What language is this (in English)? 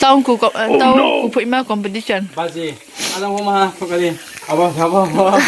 Riang (India)